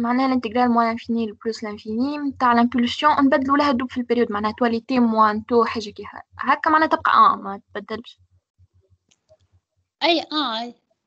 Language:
Tunisian Arabic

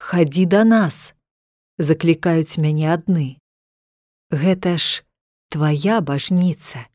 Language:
Belarusian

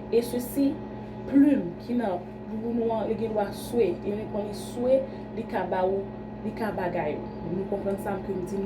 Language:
Haitian Creole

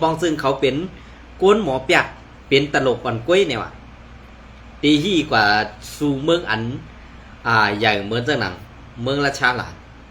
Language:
Shan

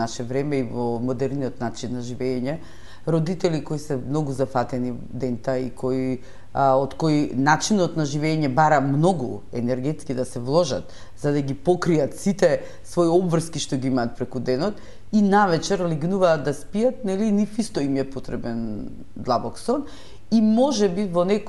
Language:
Macedonian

